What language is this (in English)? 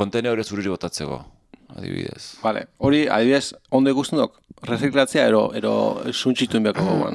Basque